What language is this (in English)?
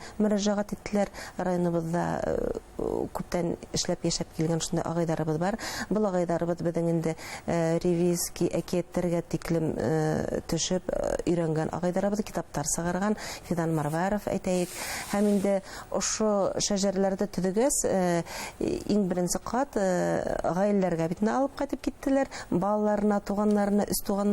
Bashkir